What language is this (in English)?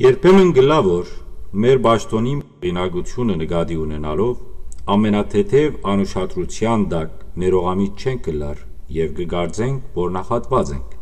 Western Armenian